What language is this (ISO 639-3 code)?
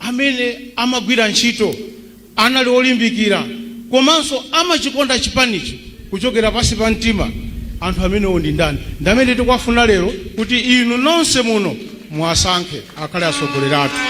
nya